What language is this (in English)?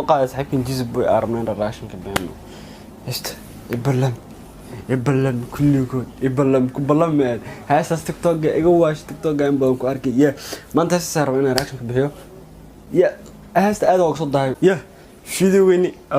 Somali